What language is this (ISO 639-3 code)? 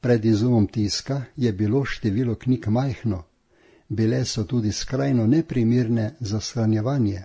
slv